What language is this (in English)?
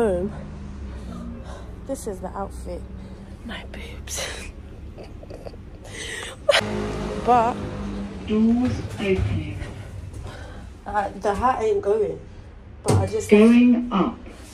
English